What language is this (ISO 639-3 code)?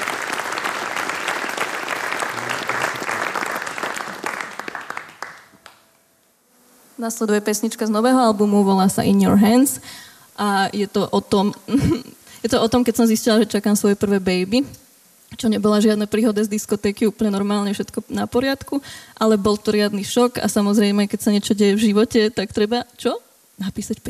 slk